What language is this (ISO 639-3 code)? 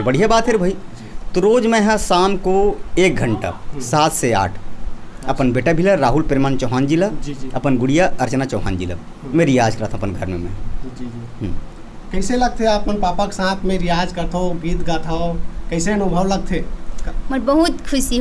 hne